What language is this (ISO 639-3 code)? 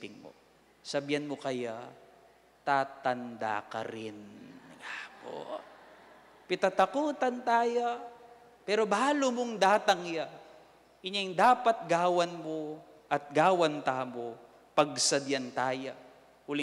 pam